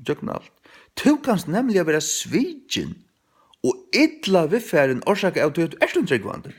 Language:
Faroese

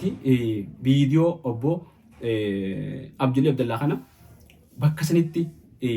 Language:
Oromo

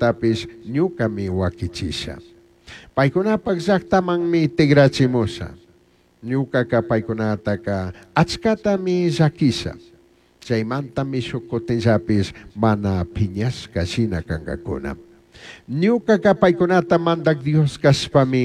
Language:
Chimborazo Highland Quichua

